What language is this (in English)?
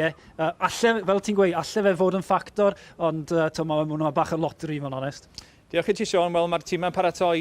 Welsh